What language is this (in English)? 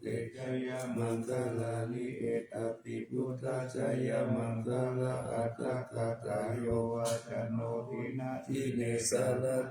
Pali